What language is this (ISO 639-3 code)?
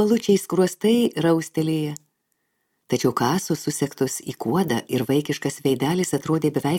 lit